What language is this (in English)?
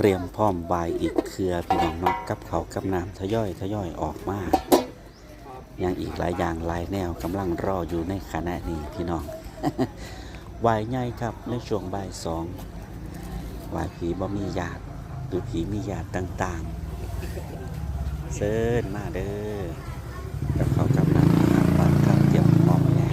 Lao